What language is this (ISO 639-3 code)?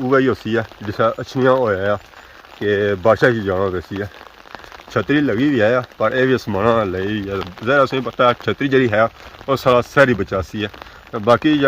phr